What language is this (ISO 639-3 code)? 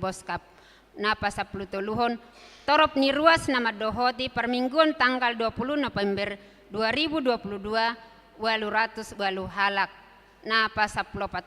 bbc